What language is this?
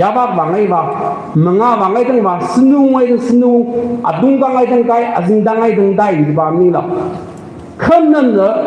Tangkhul Naga (India)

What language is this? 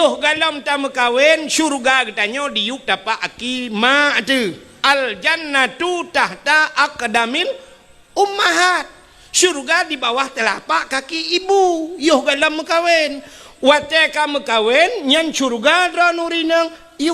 Achinese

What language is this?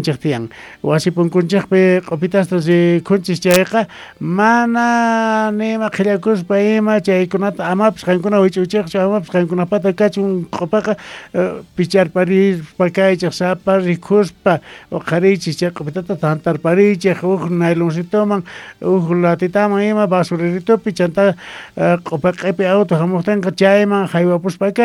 South Bolivian Quechua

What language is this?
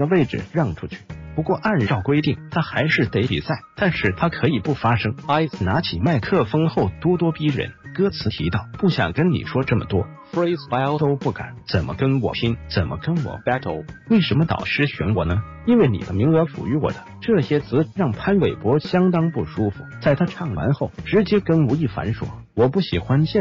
Chinese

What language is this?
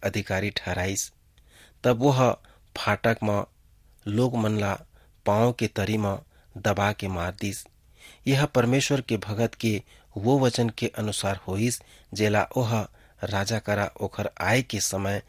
Chhattisgarhi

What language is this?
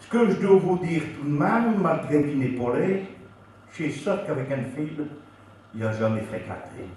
Picard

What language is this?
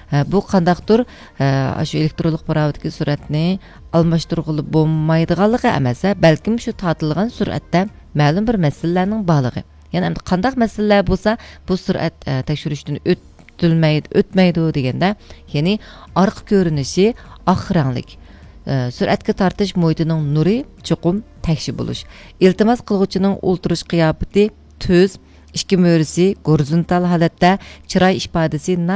Uyghur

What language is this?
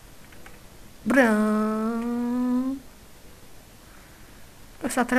Bulgarian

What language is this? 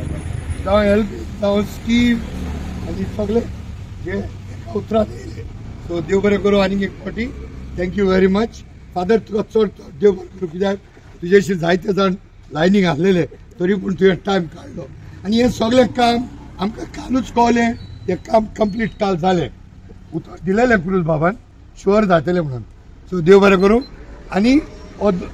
Konkani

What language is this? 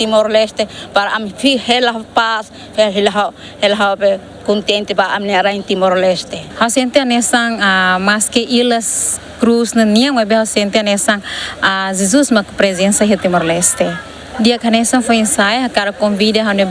Tetum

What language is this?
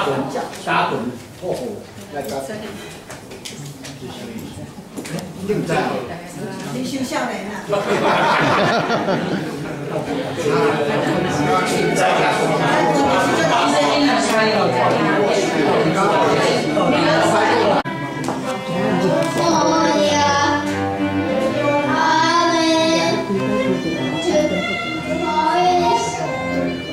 Min Nan Chinese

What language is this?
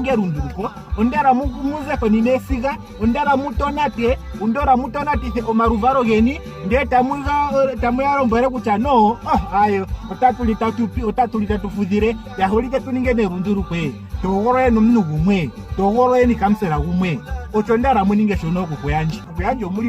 Ndonga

